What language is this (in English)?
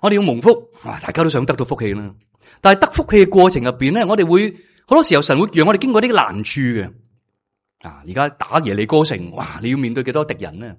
Cantonese